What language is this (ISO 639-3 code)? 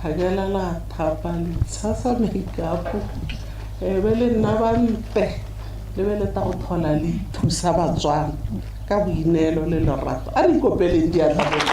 tsn